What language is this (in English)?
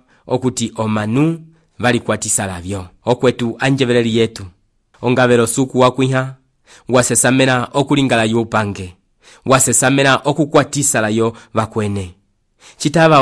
Umbundu